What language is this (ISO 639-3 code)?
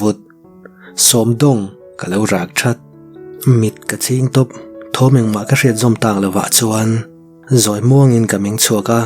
lus